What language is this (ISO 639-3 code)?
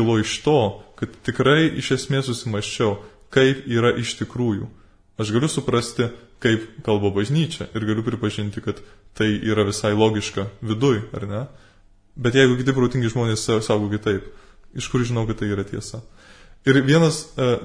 lit